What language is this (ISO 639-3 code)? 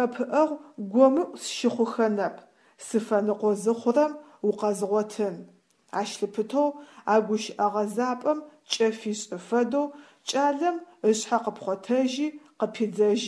ady